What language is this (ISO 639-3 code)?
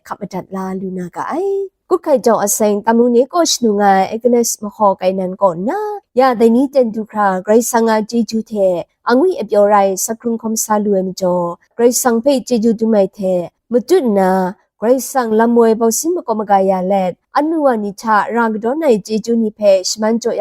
kac